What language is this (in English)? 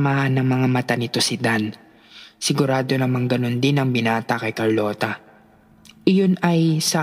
Filipino